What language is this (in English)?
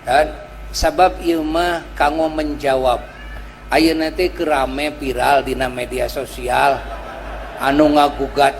Sundanese